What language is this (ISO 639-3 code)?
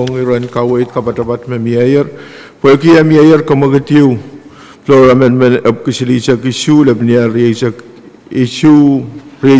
pon